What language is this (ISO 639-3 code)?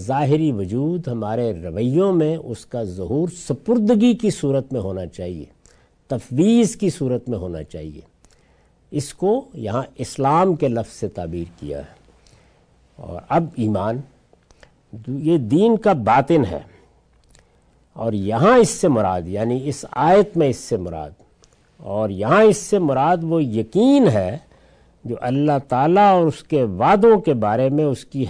urd